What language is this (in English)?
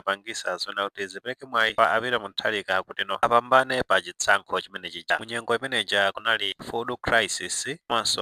Nyanja